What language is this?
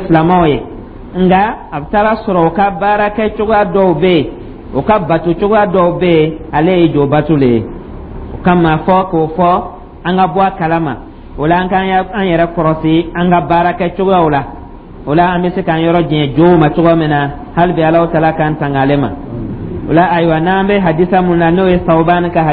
Dyula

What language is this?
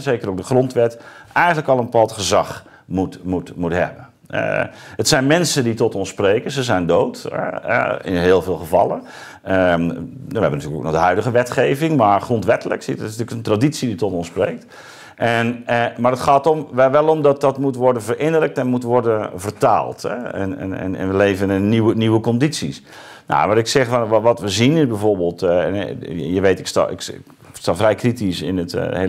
Dutch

